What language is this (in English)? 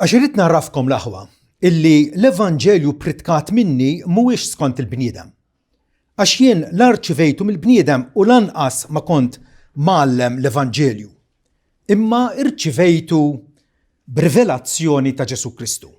Maltese